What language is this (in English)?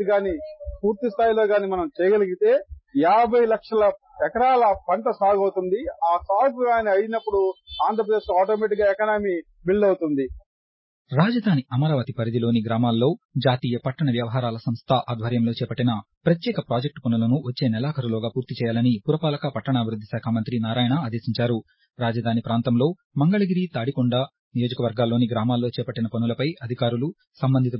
Telugu